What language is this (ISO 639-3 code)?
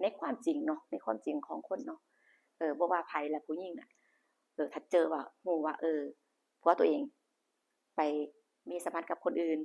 tts